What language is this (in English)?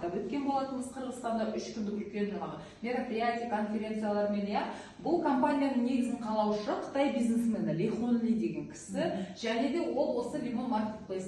Kazakh